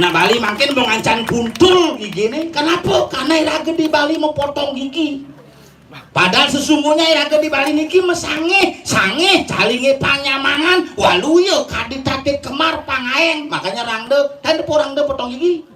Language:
Balinese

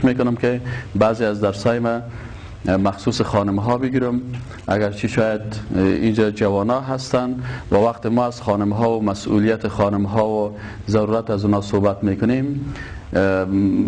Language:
Persian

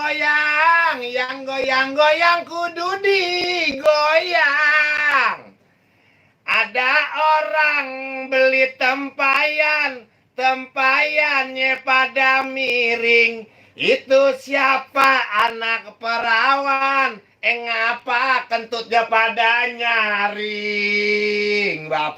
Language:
Betawi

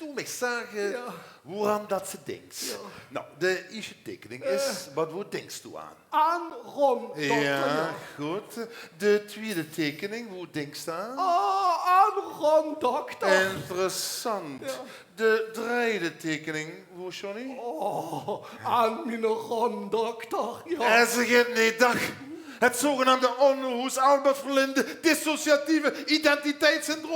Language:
Limburgish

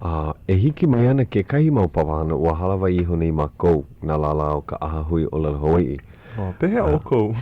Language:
Hawaiian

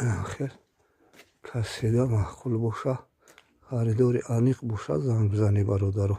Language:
Tajik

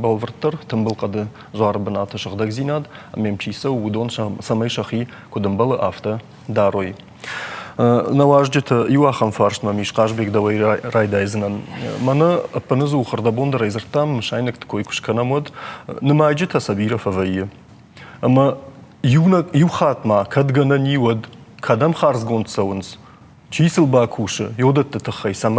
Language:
Ossetic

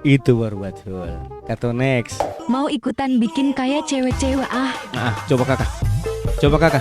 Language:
Ambonese Malay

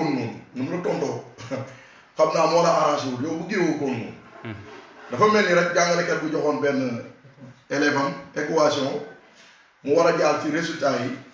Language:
Wolof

